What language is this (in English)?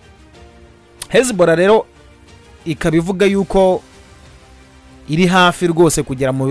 Kinyarwanda